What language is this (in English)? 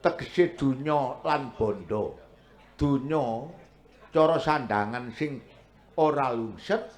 Javanese